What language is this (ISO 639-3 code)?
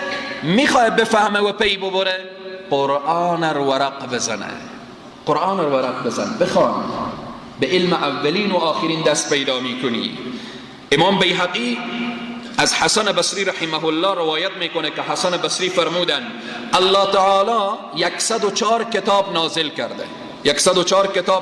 fas